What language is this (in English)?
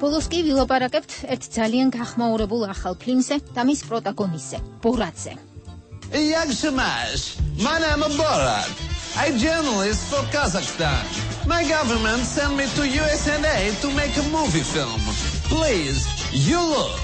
Georgian